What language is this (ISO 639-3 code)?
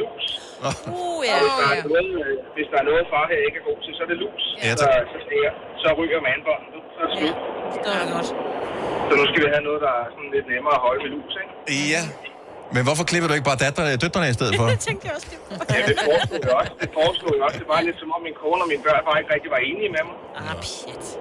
dan